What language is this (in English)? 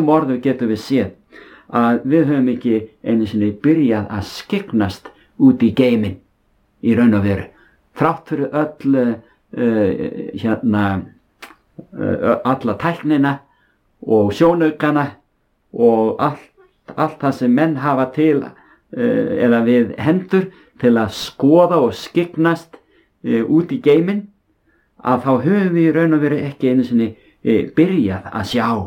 Icelandic